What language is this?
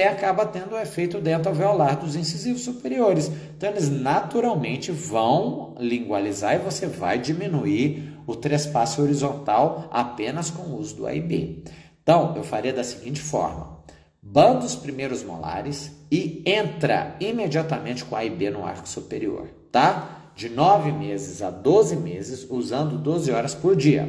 Portuguese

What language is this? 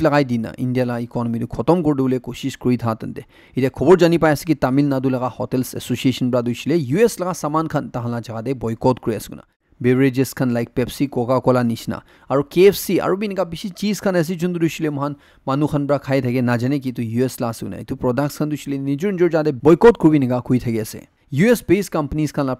Naga Pidgin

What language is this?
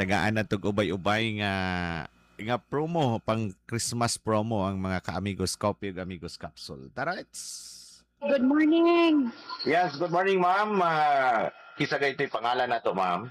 Cebuano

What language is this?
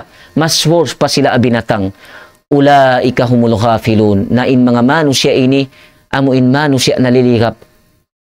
Tausug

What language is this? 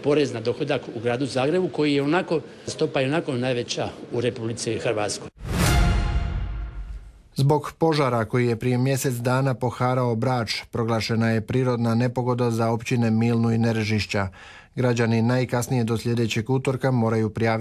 Croatian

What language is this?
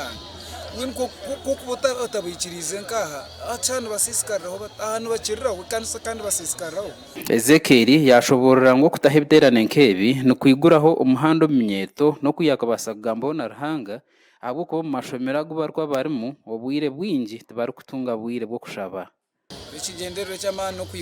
Nyankole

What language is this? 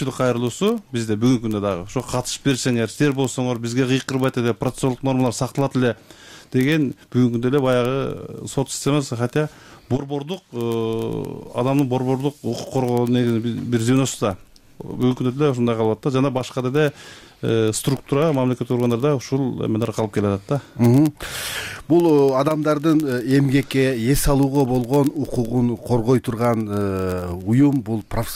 Kyrgyz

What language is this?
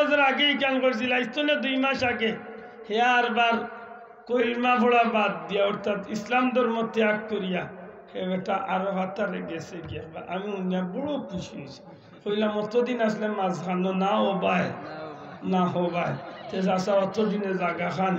Sylheti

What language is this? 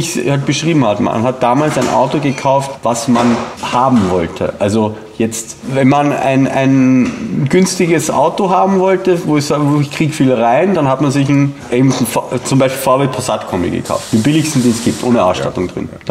German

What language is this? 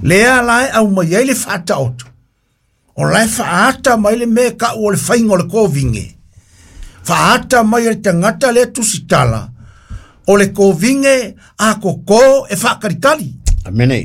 Samoan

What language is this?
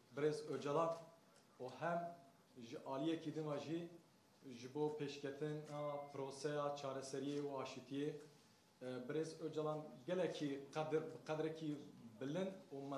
Kurdish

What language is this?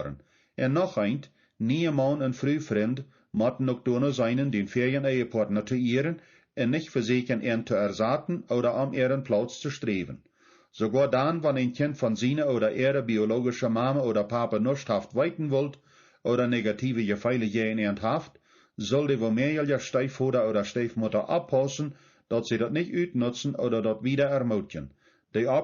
Plautdietsch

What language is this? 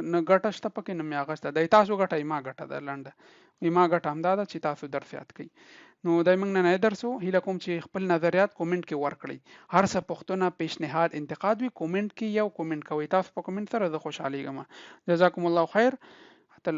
Pashto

